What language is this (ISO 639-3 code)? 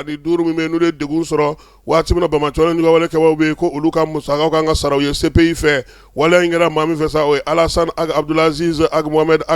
bam